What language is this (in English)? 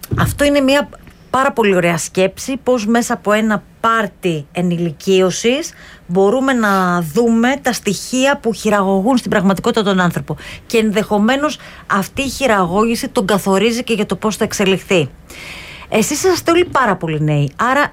Greek